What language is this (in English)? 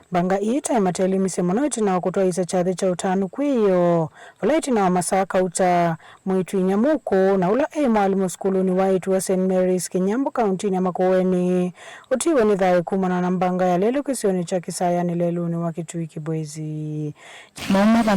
Kamba